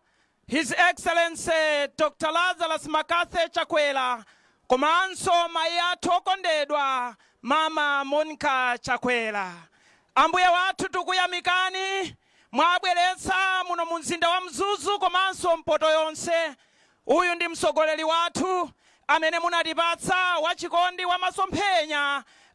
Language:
Nyanja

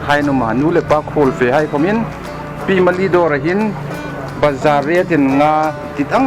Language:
Hmar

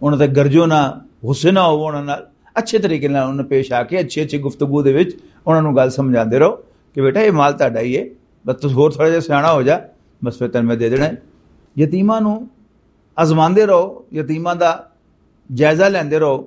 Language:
Western Panjabi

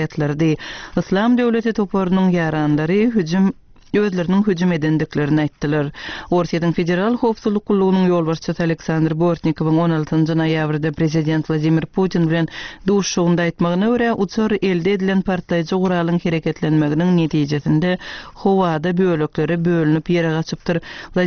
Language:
Turkmen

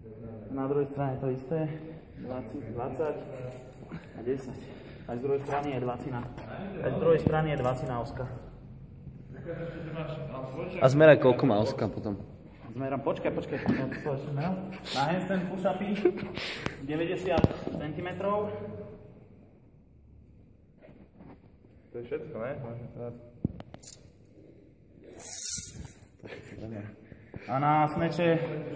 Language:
Slovak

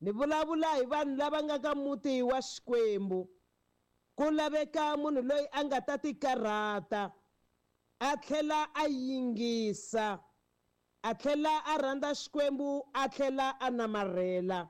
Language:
Tsonga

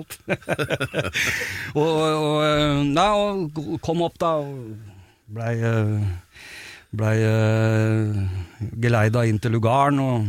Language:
Norwegian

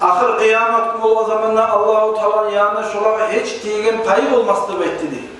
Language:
Kumyk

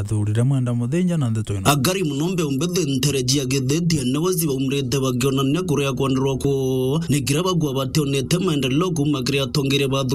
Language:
Meru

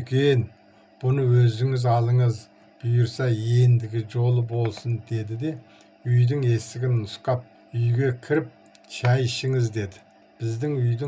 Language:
Kazakh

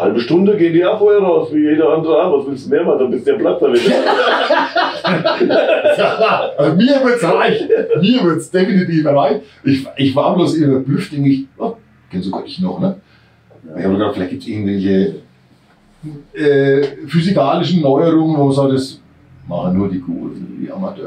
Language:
German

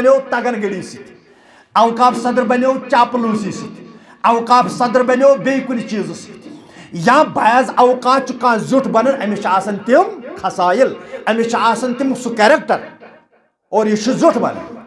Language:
Kashmiri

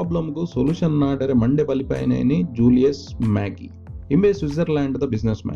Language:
Tulu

